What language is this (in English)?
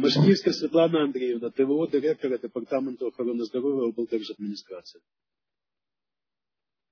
Ukrainian